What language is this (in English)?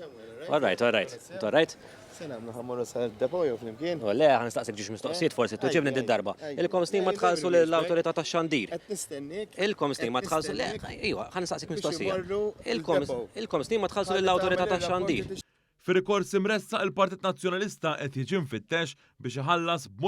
Maltese